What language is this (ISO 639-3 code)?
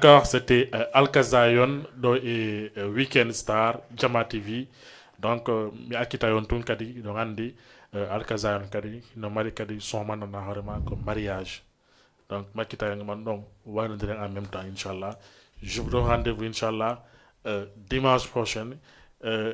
ful